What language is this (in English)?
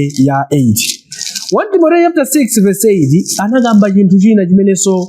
Nyanja